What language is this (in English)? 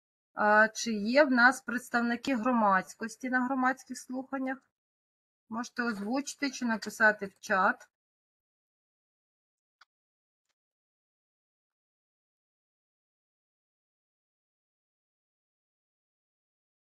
Ukrainian